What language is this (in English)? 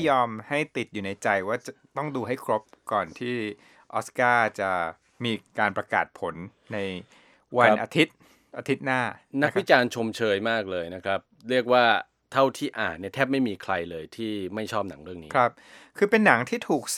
Thai